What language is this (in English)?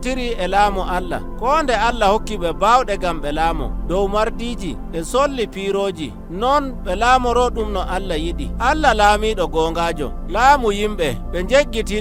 Nigerian Fulfulde